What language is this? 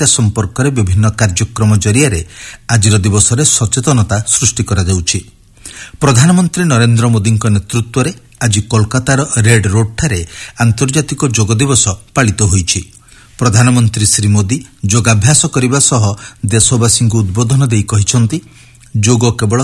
Odia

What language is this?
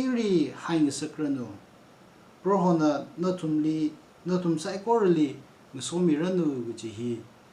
Tangkhul Naga (India)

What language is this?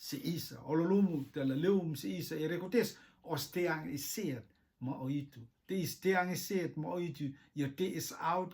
Rotuman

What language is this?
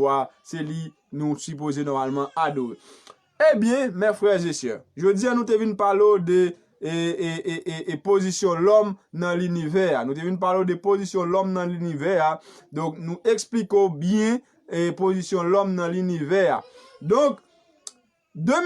Haitian Creole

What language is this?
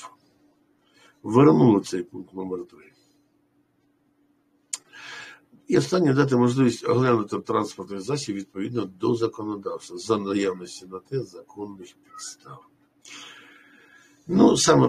Ukrainian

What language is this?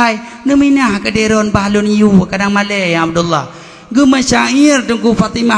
Achinese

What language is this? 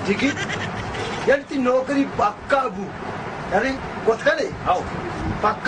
Baluchi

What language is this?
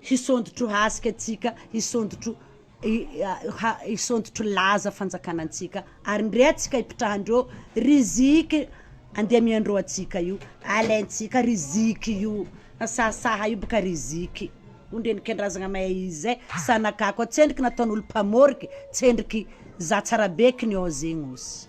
Malagasy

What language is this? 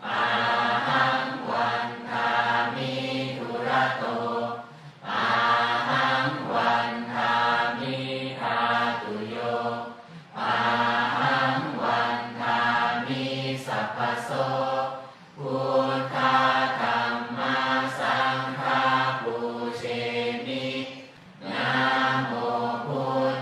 Pali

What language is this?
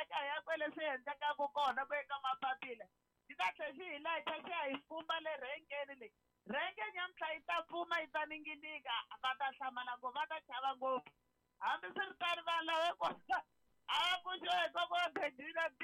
Tsonga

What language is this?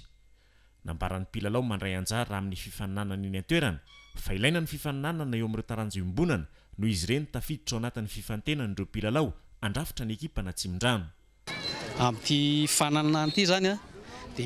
Malagasy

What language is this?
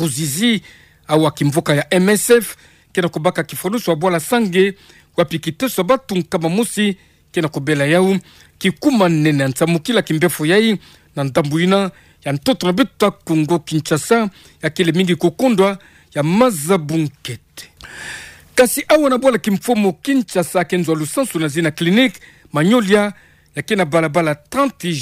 Kituba (Democratic Republic of Congo)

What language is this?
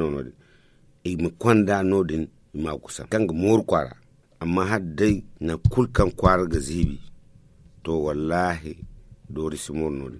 Zarma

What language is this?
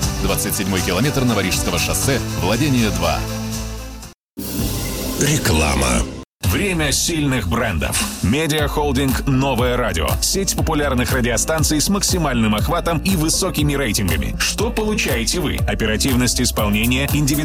Russian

